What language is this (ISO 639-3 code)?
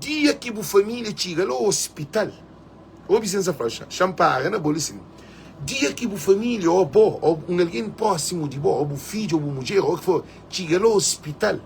kea